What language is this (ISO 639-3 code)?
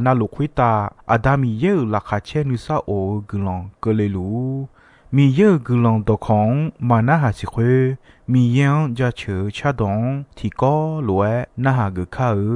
ahk